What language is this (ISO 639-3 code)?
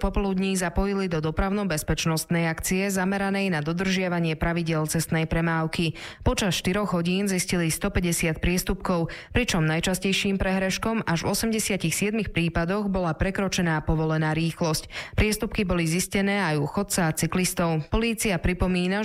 slk